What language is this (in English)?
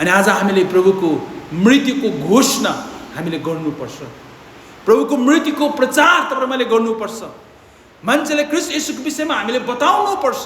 Nepali